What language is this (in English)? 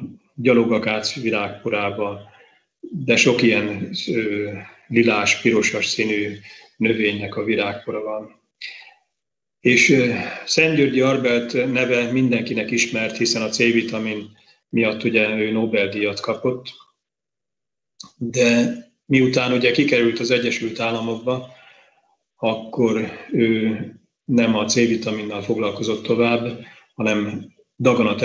Hungarian